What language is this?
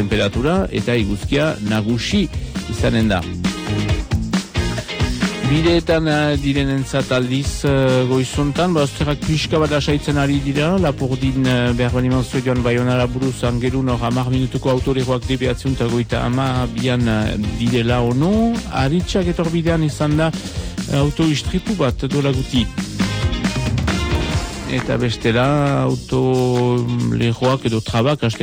Basque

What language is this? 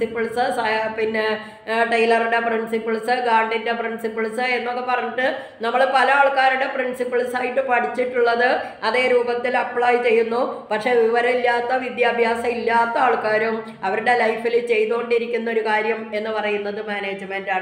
Malayalam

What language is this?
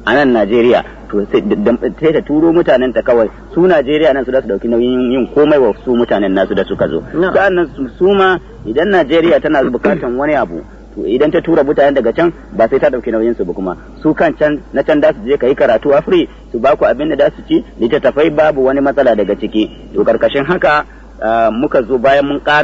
Hausa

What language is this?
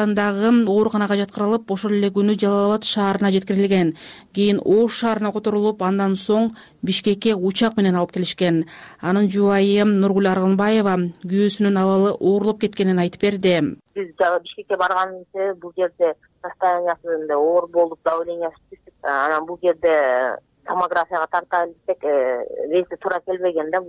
Kyrgyz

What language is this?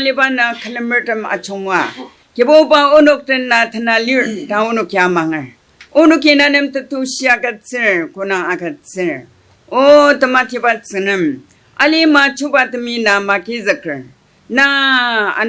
Ao Naga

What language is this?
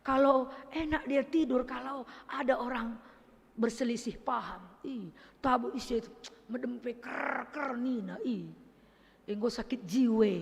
Batak Karo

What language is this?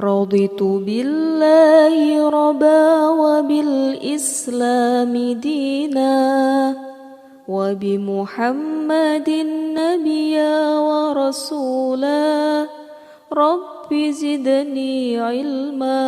Sundanese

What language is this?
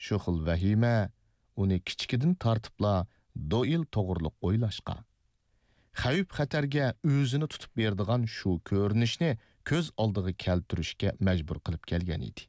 Uyghur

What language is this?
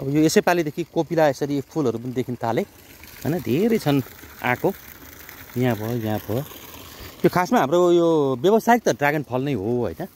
Nepali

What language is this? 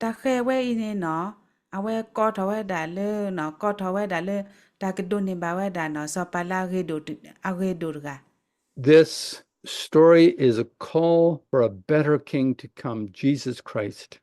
S'gaw Karen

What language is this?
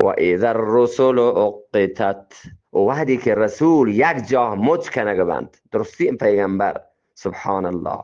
Eastern Balochi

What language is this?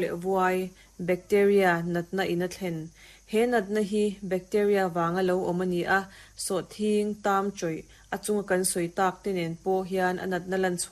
Mizo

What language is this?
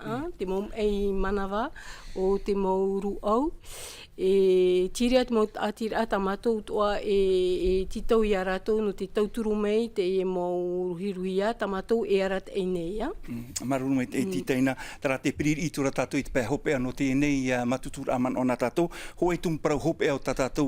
Tahitian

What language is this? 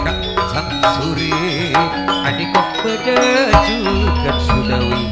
Madurese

